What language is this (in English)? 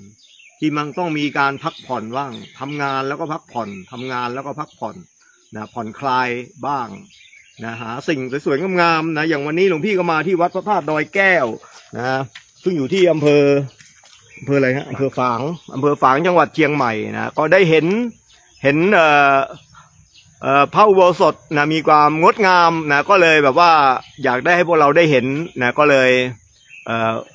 Thai